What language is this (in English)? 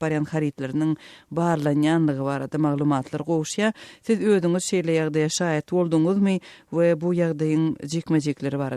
Turkmen